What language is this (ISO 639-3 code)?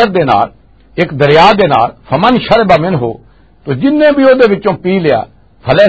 lah